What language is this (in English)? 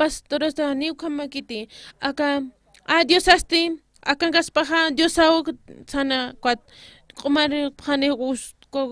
Aymara